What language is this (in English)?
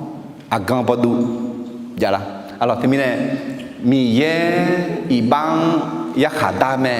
Akha